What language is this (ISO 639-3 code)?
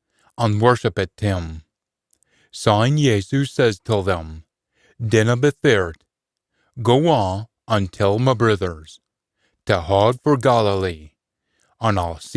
sco